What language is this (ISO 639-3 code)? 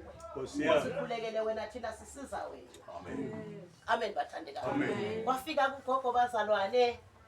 zul